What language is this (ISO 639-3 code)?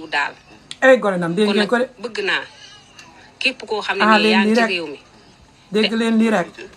wol